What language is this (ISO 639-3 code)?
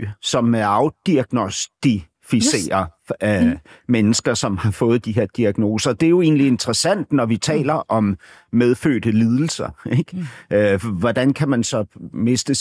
dan